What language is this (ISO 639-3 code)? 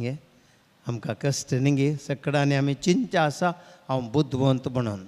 kok